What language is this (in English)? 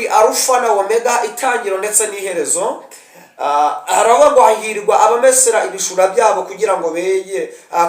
Kinyarwanda